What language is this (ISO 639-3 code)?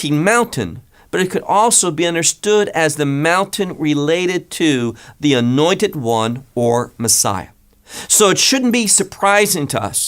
eng